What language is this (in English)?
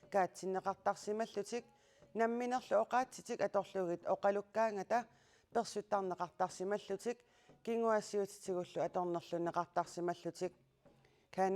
Kalaallisut